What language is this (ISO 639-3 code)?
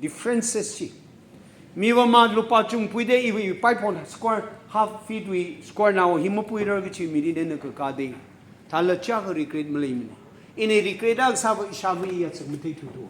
nmf